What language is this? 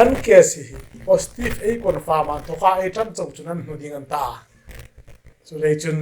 Hmar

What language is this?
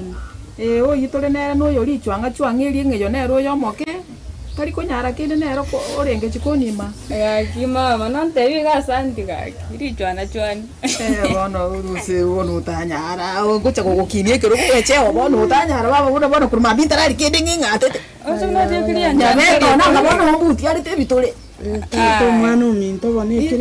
Gusii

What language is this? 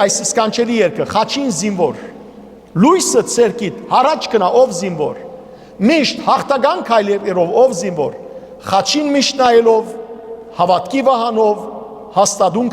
Western Armenian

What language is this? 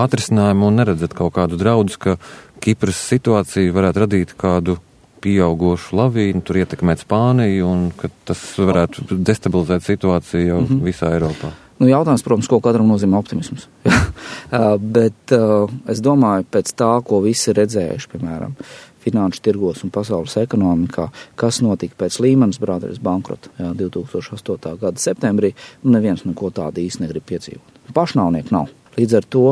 Latvian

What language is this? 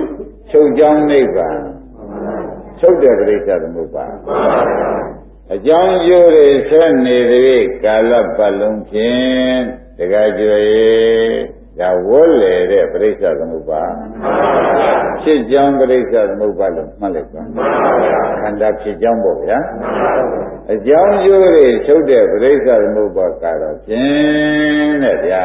Burmese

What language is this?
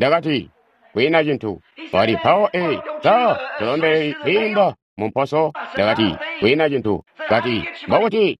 Tonga (Zambia)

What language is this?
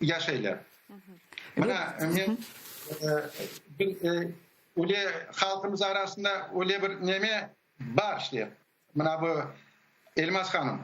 Crimean Tatar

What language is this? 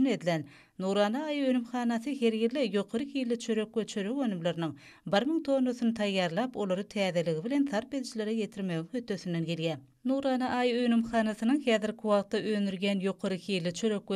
Turkmen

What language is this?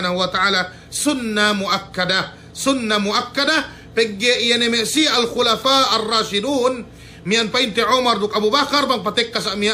Yakan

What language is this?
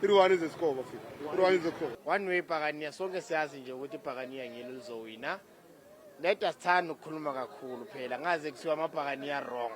Zulu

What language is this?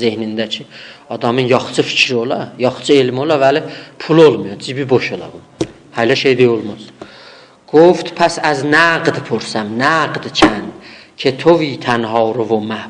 South Azerbaijani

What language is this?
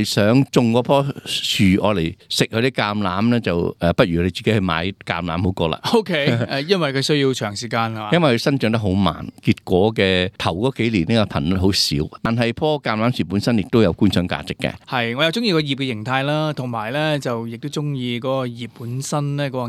Cantonese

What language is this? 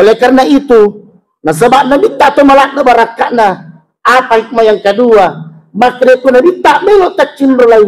Buginese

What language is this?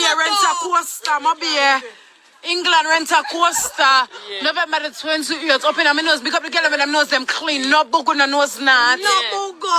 Jamaican Creole English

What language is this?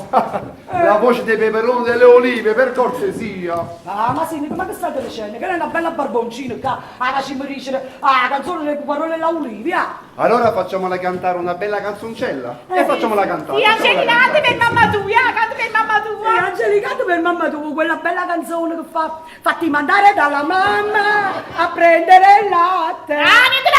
Neapolitan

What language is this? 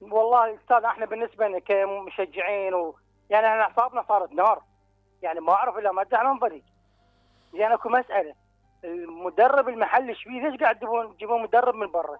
Mesopotamian Arabic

